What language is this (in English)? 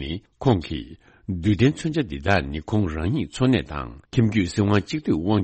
Tibetan